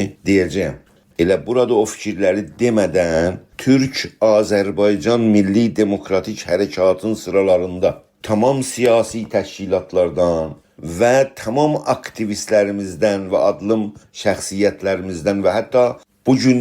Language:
South Azerbaijani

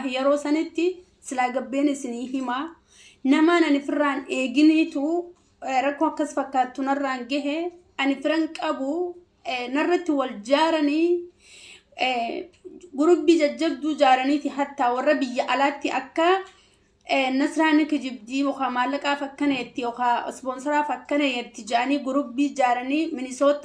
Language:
Oromo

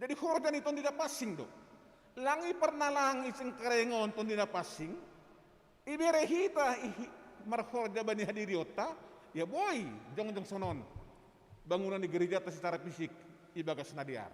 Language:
Batak Simalungun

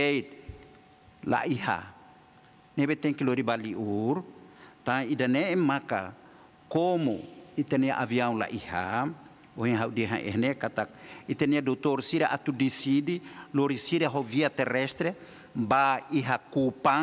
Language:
Tetum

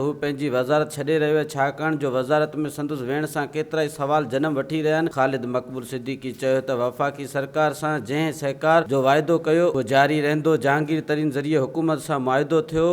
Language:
Sindhi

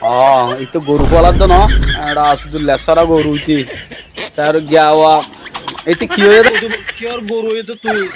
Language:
Rohingya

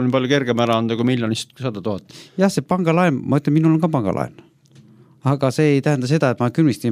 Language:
Estonian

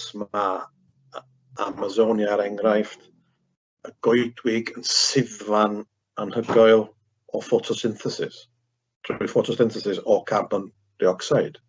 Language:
Welsh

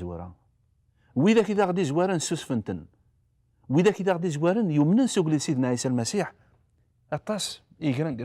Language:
Kabyle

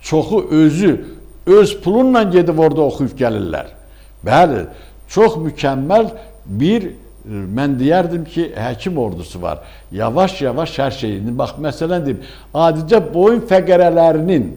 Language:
Azerbaijani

